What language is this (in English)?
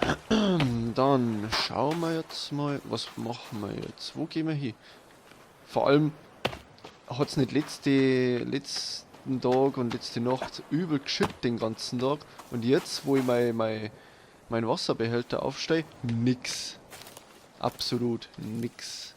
Bavarian